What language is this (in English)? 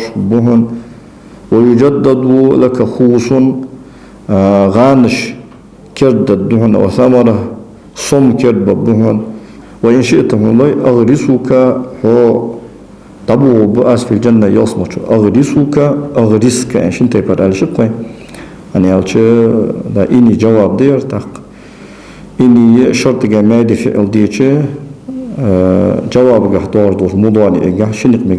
Ingush